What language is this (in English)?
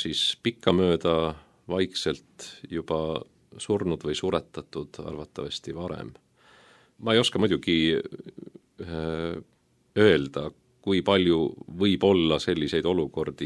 Estonian